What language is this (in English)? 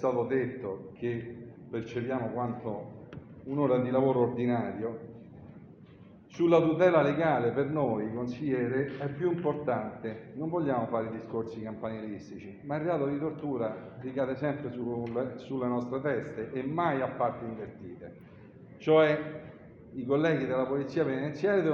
Italian